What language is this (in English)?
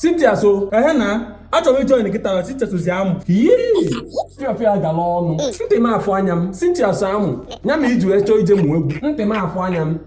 Igbo